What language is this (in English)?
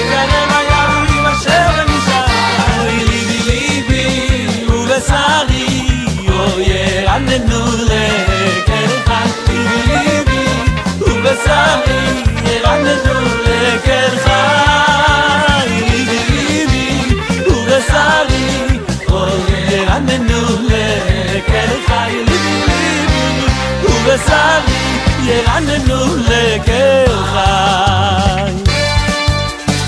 Hebrew